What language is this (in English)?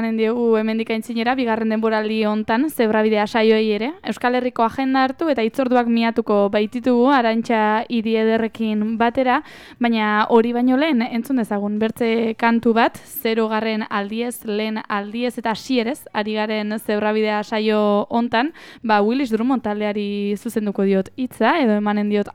Basque